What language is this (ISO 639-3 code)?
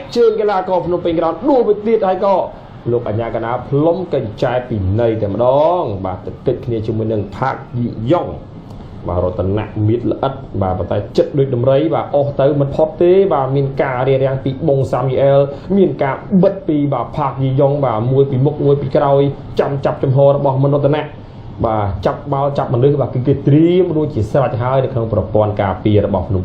khm